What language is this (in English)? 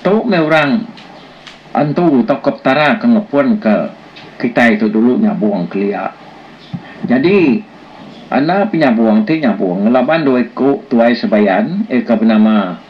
Iban